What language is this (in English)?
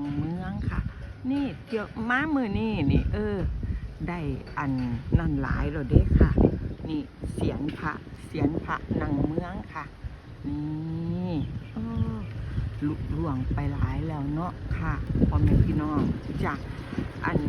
Northeastern Thai